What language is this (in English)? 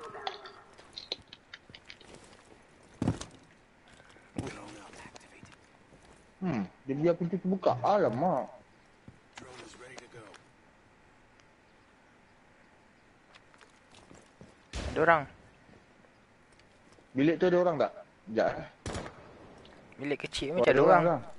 Malay